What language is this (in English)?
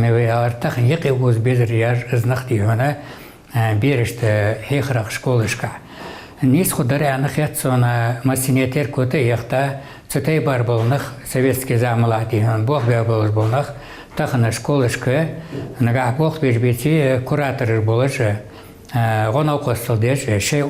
Ingush